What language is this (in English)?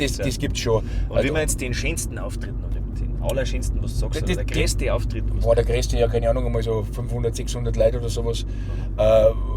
Bavarian